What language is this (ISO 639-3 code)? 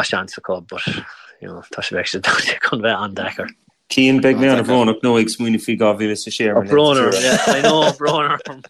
gle